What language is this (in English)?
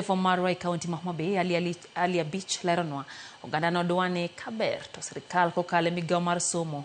Luo (Kenya and Tanzania)